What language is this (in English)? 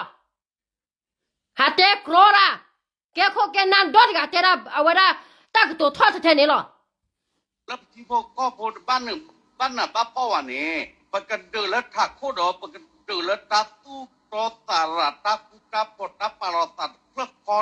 S'gaw Karen